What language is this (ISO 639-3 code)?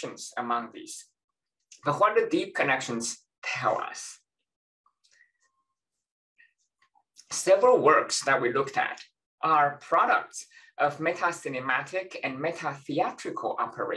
eng